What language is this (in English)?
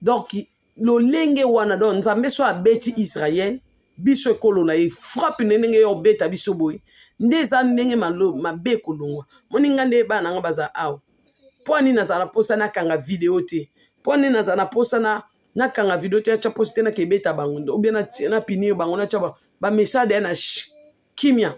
Lingala